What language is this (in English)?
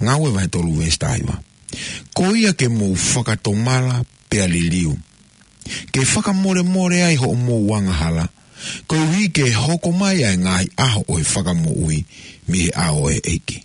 Tongan